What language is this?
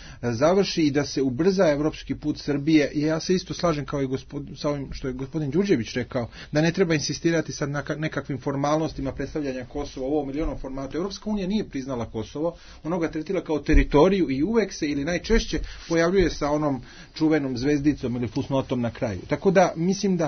Serbian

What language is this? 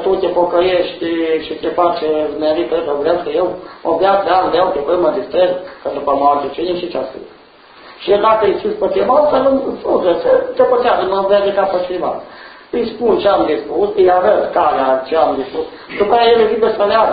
Romanian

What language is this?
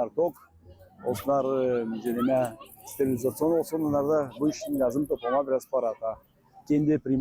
Gagauz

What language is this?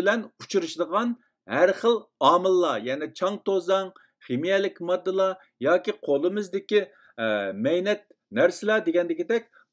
Uyghur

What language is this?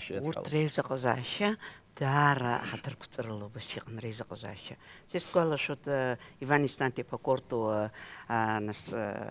Abkhazian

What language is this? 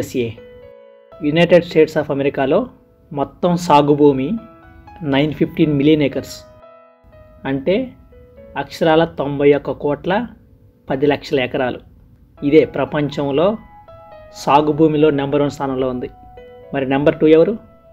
Telugu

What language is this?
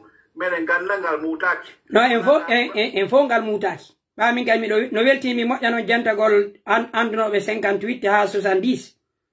Pular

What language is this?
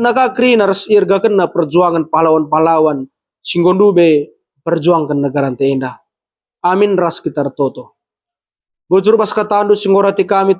Batak Karo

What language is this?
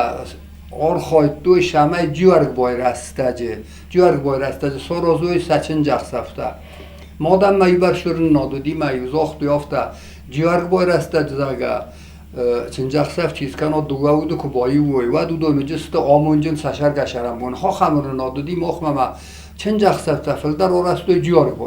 Ossetic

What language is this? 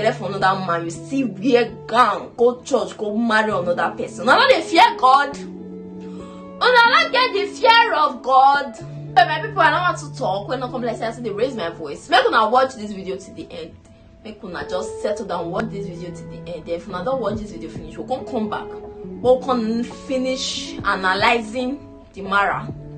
Nigerian Pidgin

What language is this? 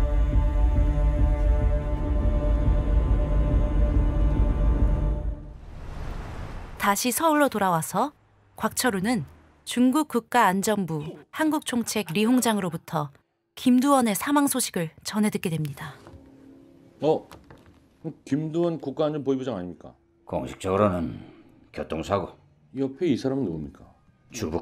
Korean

